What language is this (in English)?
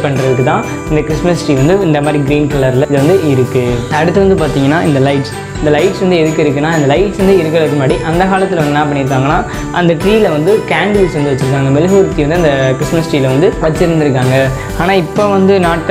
Tamil